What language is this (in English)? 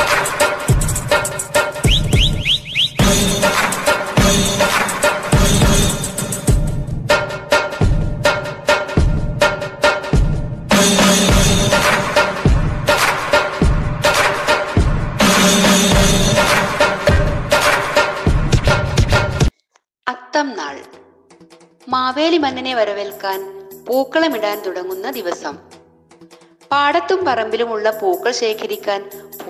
Malayalam